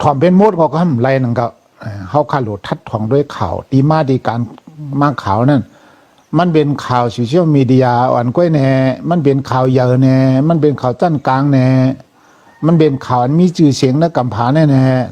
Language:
Shan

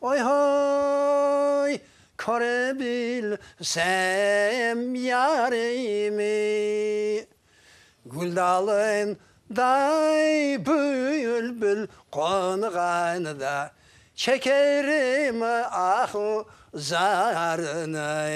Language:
Crimean Tatar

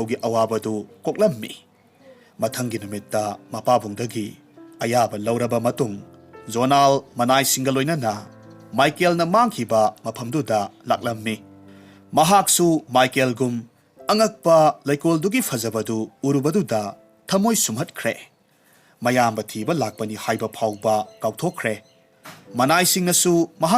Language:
Manipuri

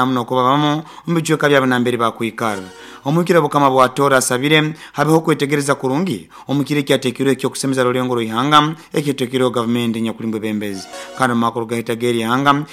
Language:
Nyoro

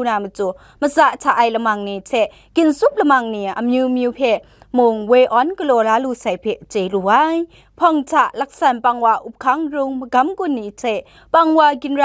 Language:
Kachin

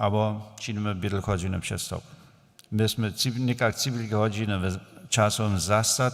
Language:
Upper Sorbian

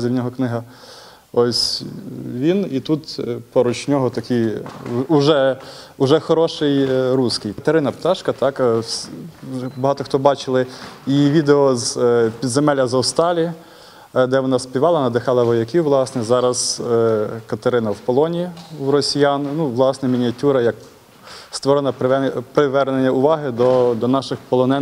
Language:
Ukrainian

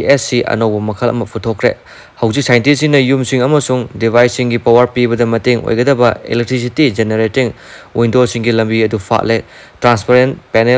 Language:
Manipuri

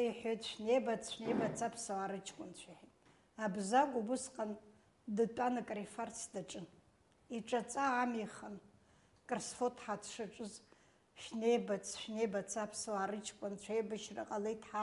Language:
Abkhazian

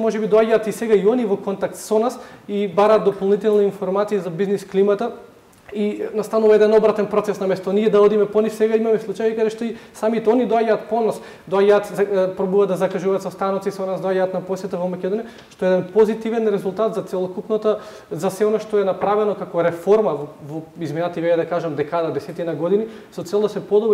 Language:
Macedonian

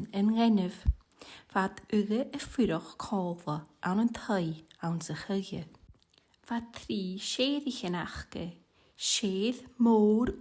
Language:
Scottish Gaelic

